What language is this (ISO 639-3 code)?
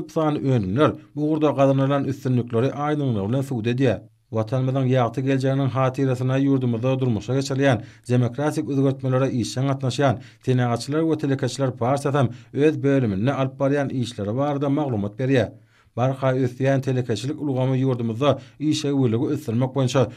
tuk